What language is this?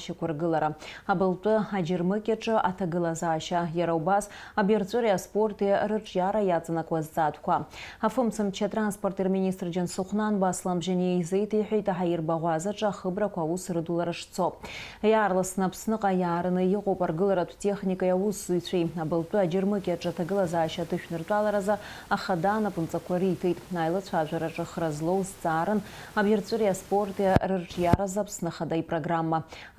Abkhazian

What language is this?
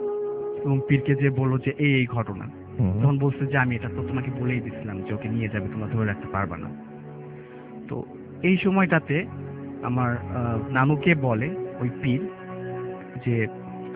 Bangla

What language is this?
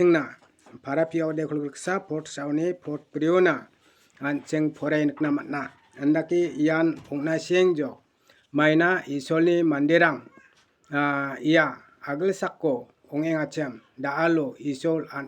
Garo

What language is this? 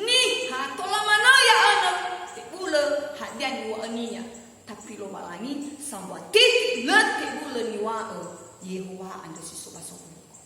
Nias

